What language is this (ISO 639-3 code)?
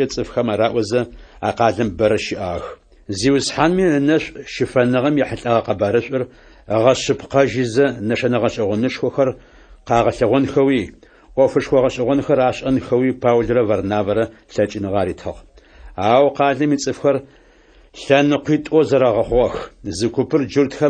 ady